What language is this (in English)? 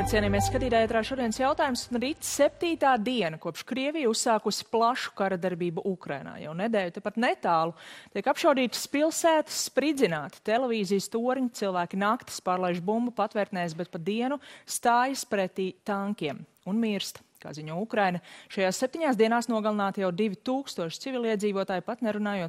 Latvian